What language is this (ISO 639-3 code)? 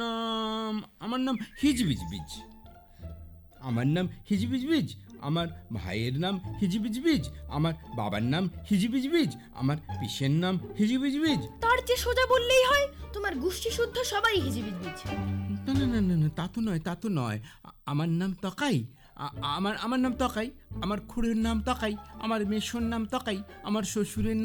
ben